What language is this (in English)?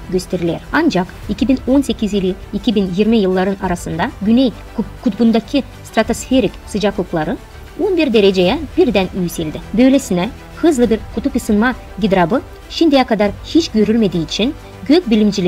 Gagauz